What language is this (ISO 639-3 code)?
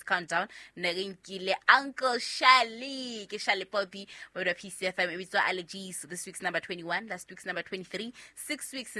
sot